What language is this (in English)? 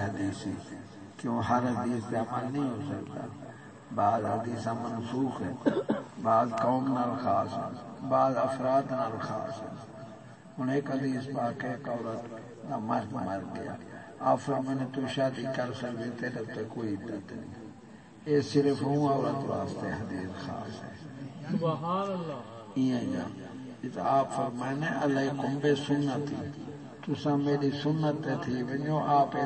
Saraiki